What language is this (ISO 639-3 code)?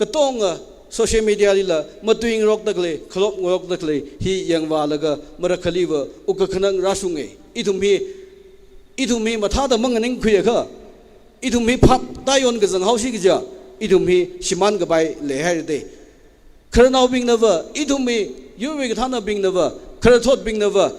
nmf